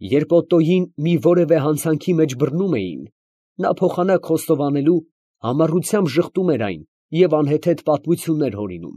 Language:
Armenian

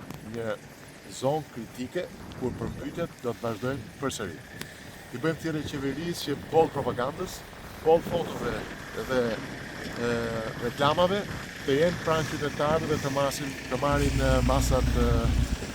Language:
Albanian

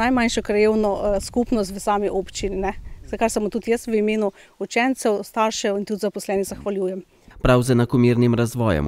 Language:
Slovenian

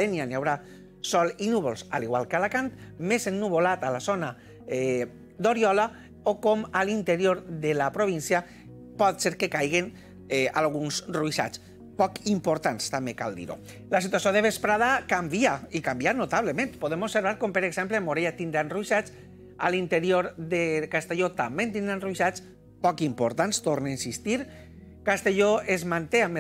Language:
Catalan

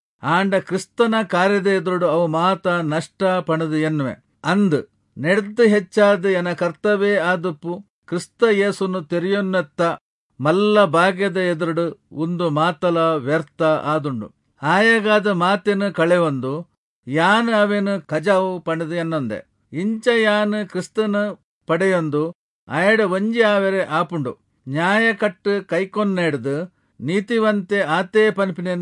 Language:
Tulu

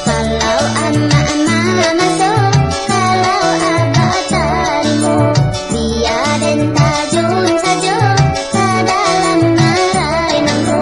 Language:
Minangkabau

